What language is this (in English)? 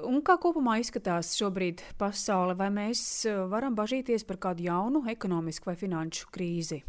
Latvian